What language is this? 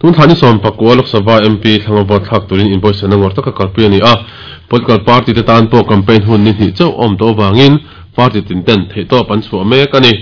Mizo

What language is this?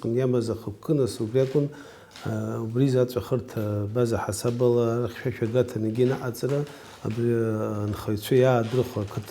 Abkhazian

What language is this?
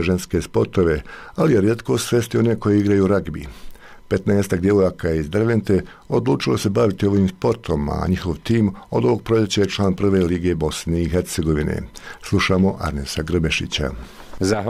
Bosnian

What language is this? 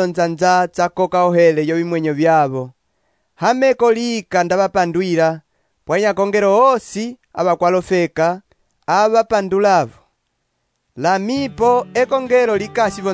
Umbundu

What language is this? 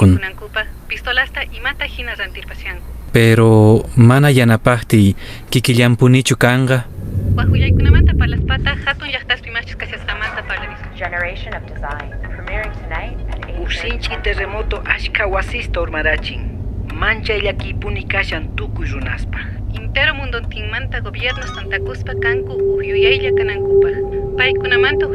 Quechua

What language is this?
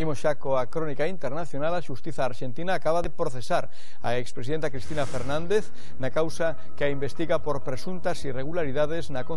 Galician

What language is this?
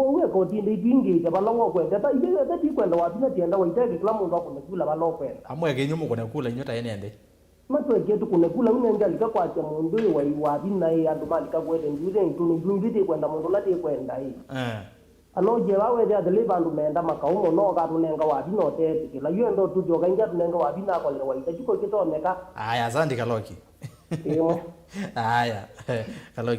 Kamba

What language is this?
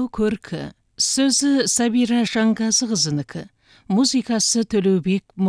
Kazakh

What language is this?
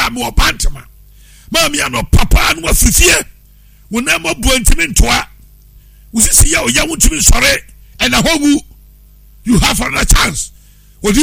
Akan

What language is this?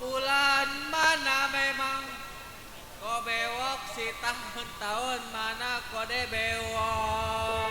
Betawi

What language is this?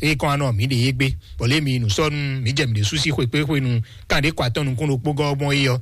Fon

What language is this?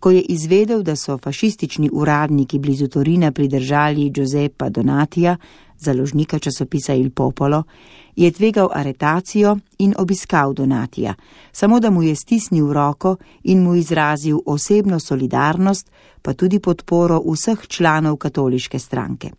Slovenian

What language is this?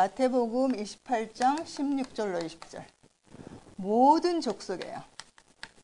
Korean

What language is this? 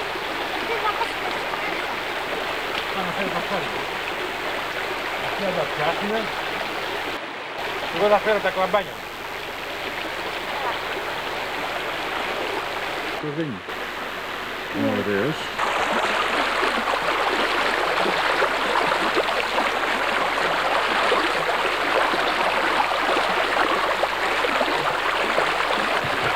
Greek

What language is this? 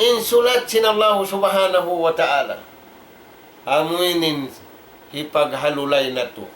Tausug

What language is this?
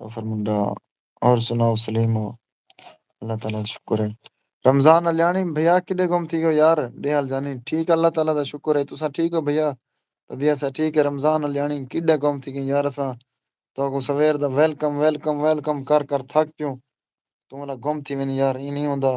Saraiki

